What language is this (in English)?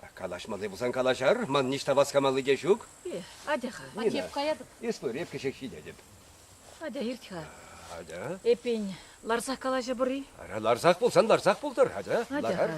Chuvash